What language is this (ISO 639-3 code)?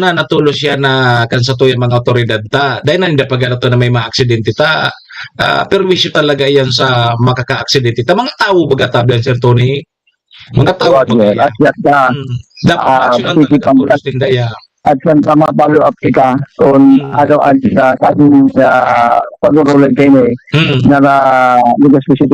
bik